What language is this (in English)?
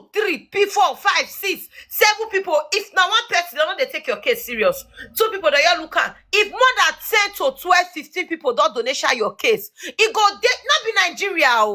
Nigerian Pidgin